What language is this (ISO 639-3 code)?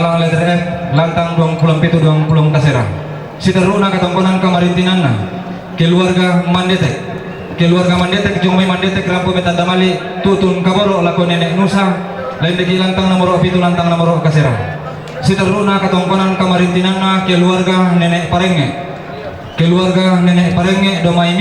sda